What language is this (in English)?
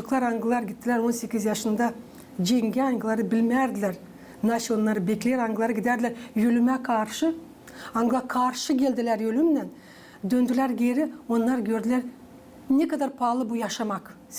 Gagauz